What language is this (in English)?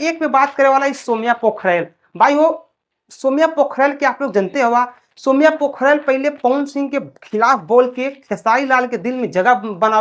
Bhojpuri